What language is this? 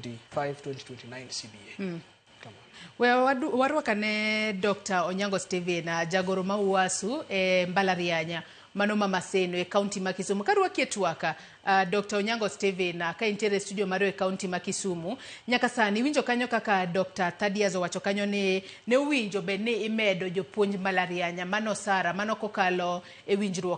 Luo (Kenya and Tanzania)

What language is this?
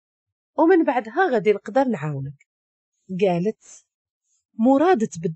Moroccan Arabic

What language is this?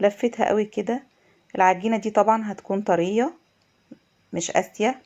Egyptian Arabic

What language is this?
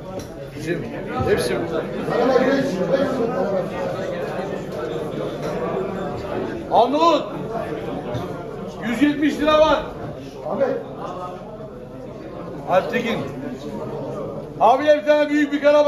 Turkish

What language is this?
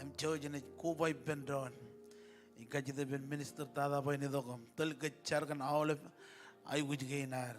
Marshallese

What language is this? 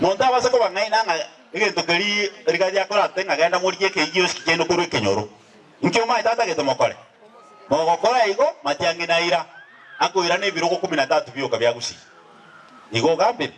Gusii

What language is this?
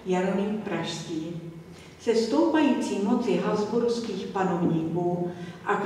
Czech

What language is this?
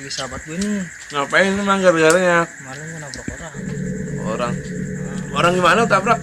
Betawi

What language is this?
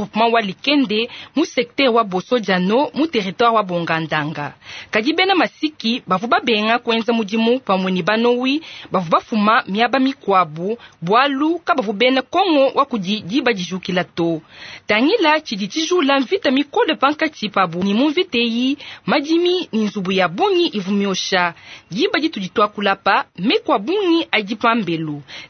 Luba-Lulua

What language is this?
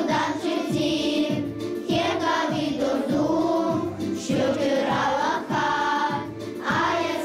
Gagauz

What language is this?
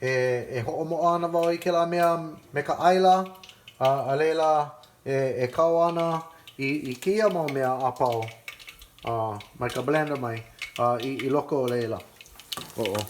Hawaiian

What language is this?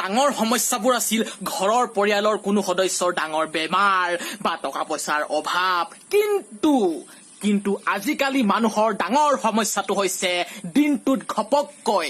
Assamese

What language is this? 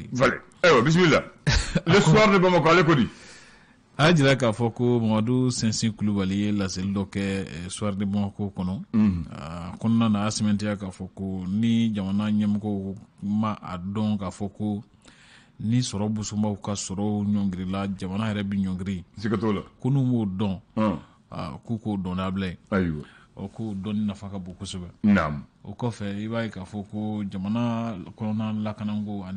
Bambara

